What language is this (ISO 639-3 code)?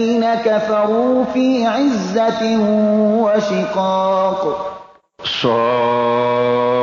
fas